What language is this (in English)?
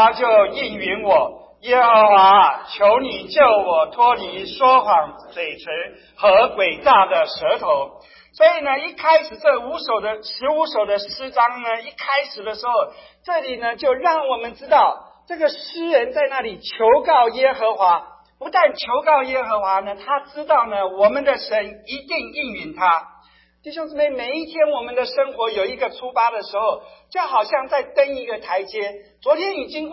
Chinese